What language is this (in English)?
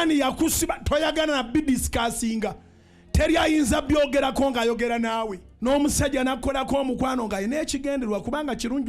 Ganda